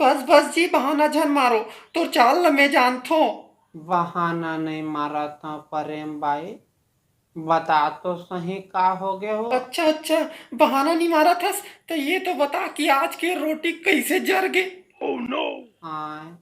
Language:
Chhattisgarhi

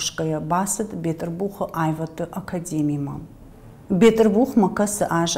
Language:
Ossetic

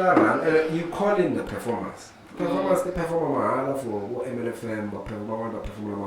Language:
Tsonga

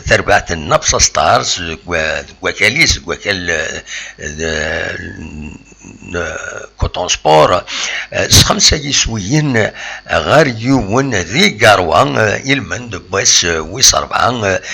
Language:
Kabyle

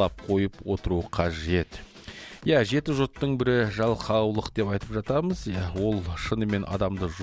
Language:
Kazakh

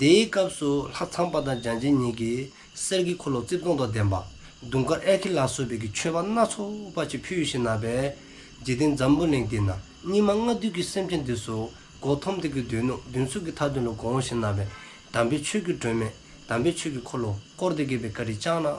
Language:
Dzongkha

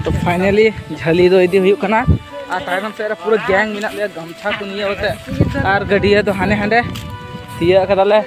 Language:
Santali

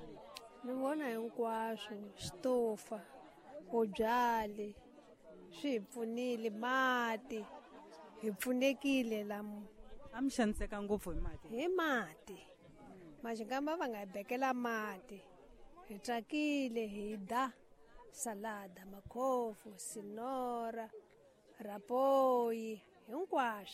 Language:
Tsonga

